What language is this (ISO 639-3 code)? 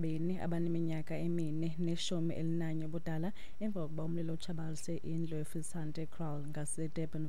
xho